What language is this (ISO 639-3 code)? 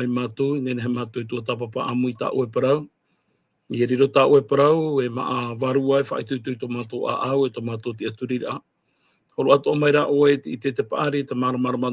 tah